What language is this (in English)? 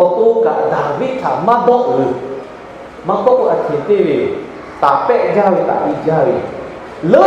Lahu